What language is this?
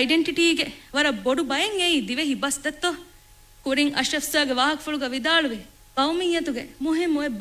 Divehi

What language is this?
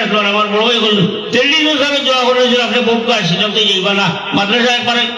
Sylheti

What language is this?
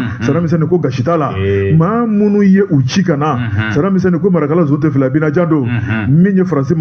Bambara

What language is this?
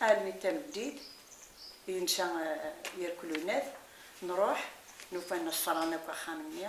Kabyle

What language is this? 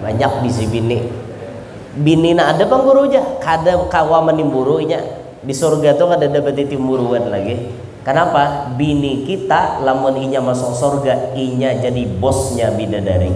Banjar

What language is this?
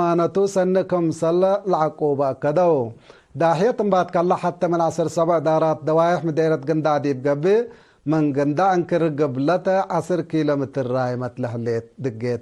Tigre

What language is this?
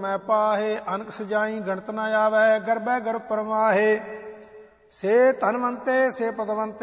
Punjabi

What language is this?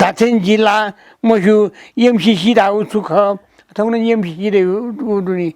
Newari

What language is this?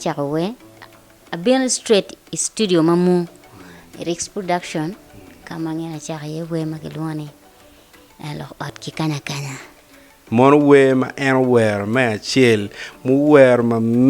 Acoli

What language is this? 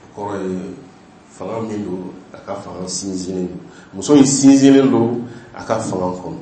Bambara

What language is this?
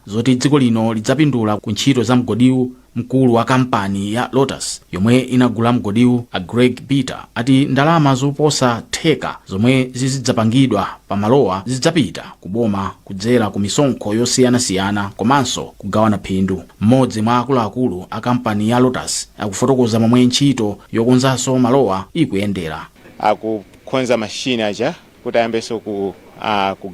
Nyanja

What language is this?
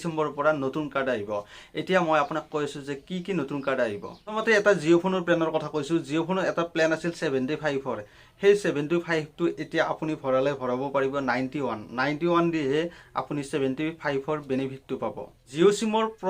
Assamese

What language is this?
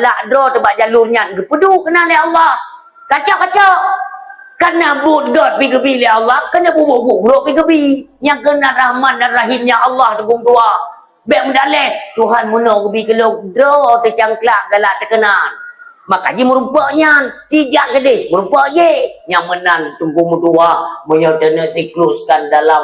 Achinese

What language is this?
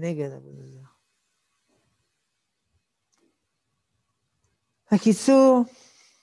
Hebrew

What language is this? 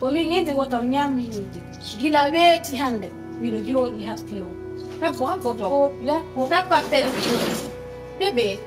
Pular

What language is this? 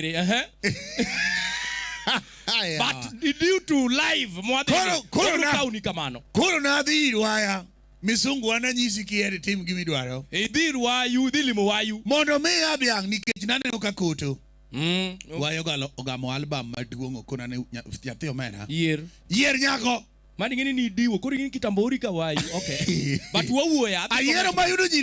Luo (Kenya and Tanzania)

